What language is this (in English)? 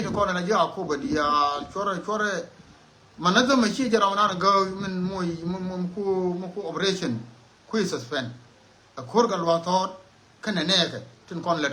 Nuer